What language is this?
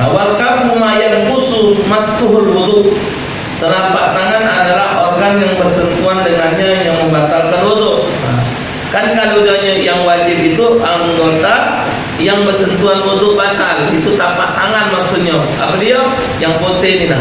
Musi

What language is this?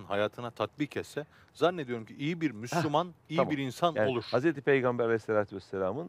Turkish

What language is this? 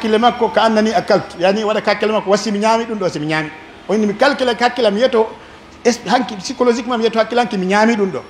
Pular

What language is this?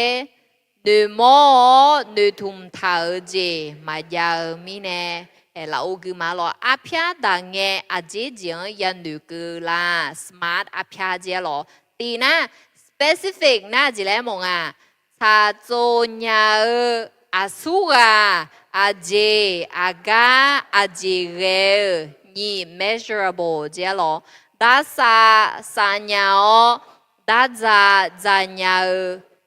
Akha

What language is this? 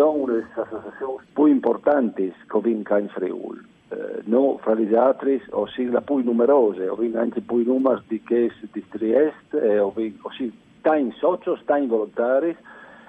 Friulian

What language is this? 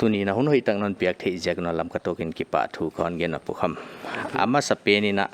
Paite Chin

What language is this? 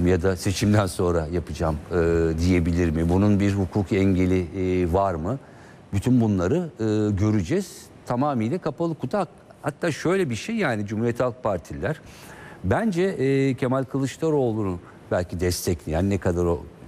Turkish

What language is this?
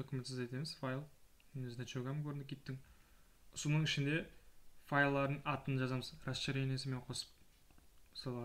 Kara-Kalpak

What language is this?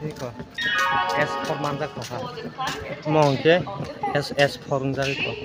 Kok Borok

